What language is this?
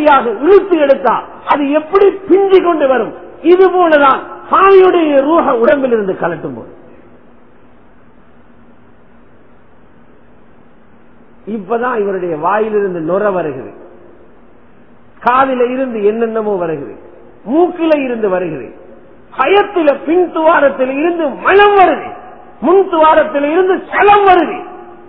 Tamil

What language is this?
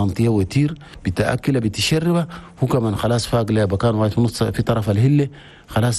Chadian Arabic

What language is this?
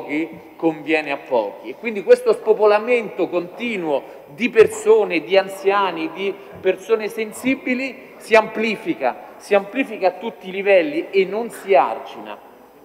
Italian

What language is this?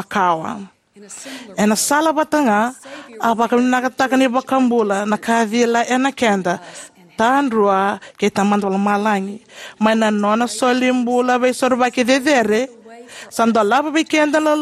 Fijian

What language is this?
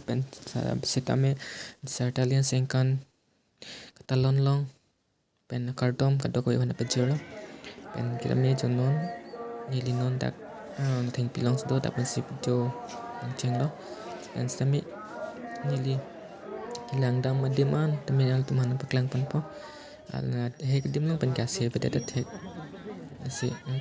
Karbi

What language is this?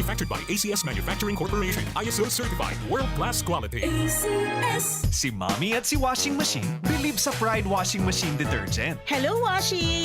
Bikol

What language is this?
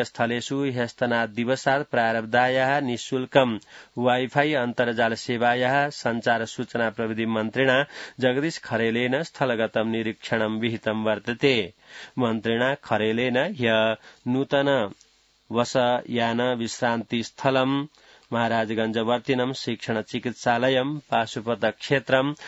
Sanskrit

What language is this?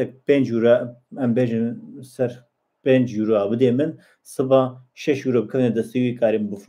Kurdish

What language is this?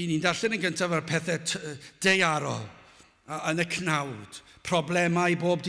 Welsh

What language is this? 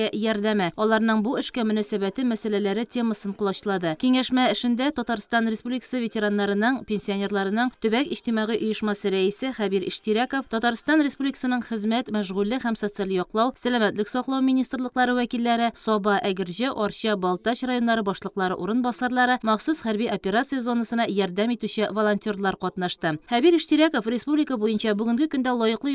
Tatar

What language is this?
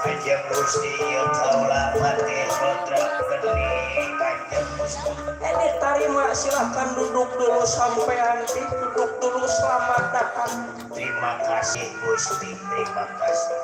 Betawi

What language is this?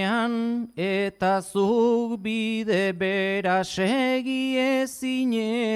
Basque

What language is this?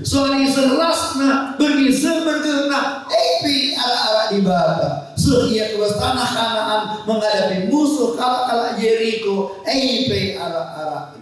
Batak Karo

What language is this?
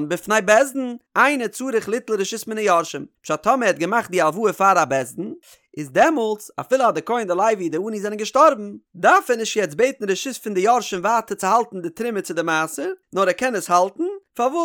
Yiddish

